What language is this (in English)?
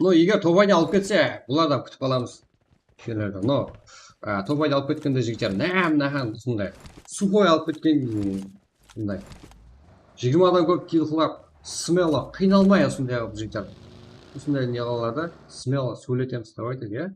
Kara-Kalpak